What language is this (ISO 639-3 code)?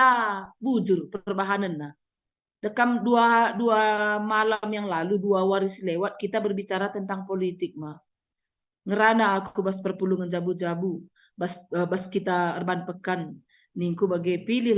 btx